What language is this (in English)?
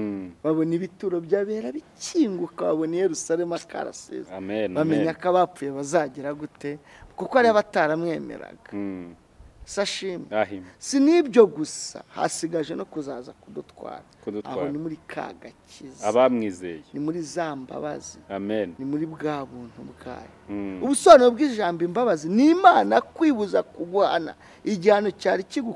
Kinyarwanda